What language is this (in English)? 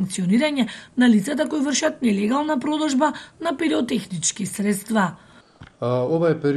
Macedonian